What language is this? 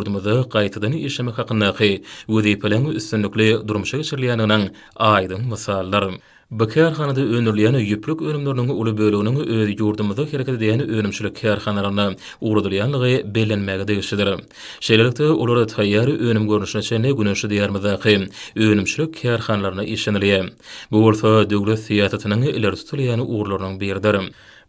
Turkmen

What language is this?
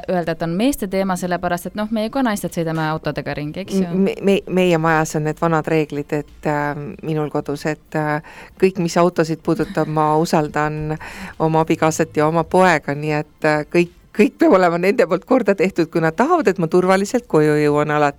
Estonian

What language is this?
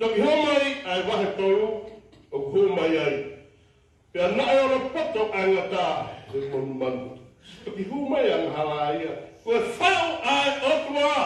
Tongan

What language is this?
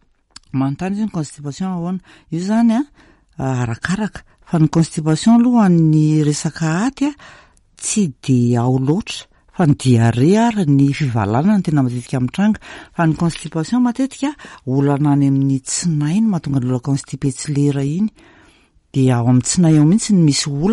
Malagasy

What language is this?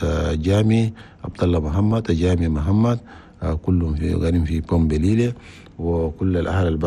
Chadian Arabic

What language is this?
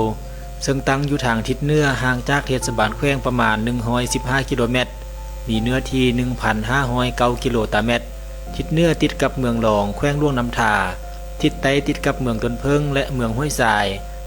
Lao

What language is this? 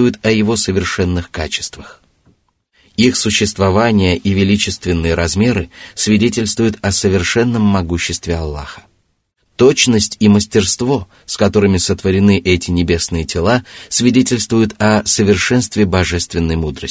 Russian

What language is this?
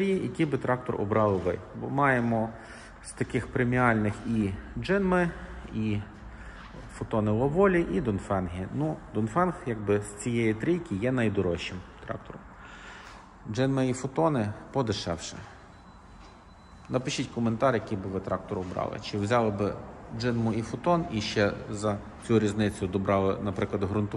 Ukrainian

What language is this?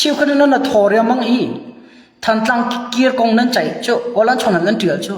Hakha Chin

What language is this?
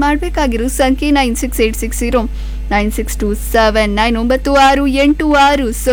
Kannada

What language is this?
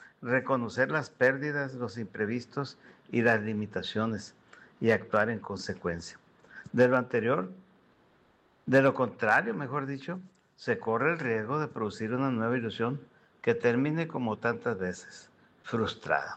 Spanish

